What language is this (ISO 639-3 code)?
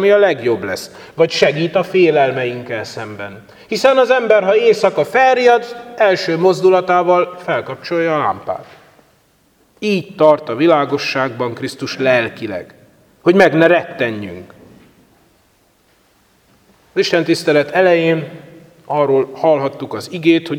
hun